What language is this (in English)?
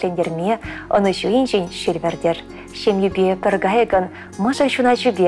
Chuvash